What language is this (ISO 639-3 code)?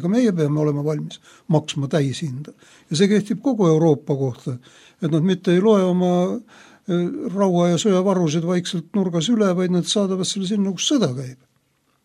est